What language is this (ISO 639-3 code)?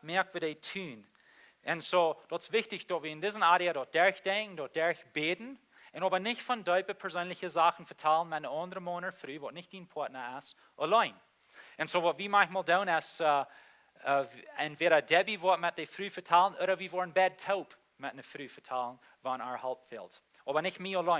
pdt